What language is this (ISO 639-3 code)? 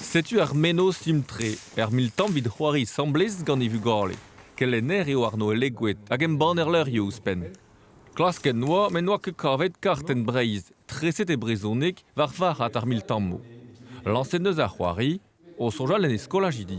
bre